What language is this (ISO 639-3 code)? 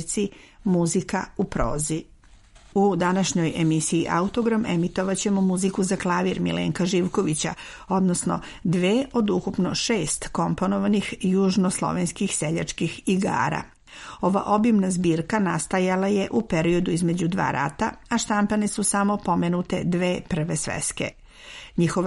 srp